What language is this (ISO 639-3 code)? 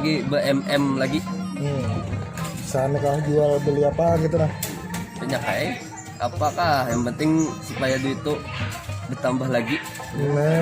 bjn